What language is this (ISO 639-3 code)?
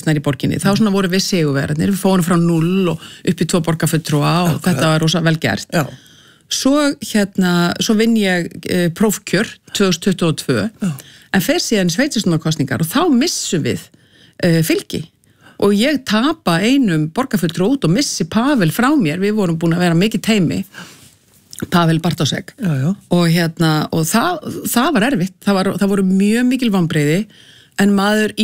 isl